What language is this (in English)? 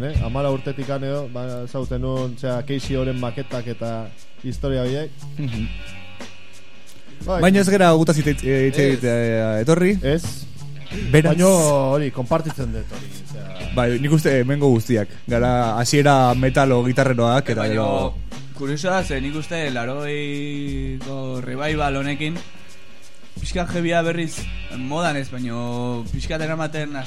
Basque